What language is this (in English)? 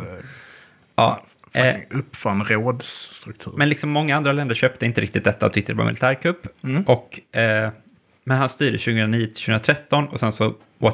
Swedish